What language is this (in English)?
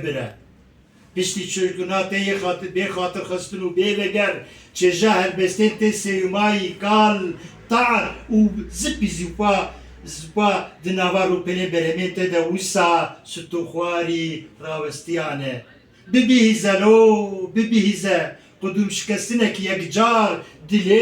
Kurdish